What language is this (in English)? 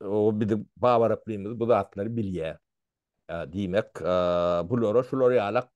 Turkmen